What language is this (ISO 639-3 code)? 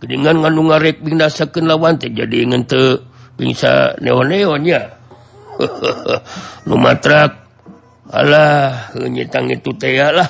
sun